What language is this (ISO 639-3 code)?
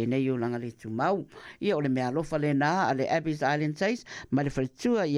smo